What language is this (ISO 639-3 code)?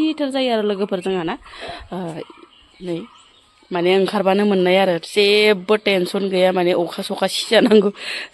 brx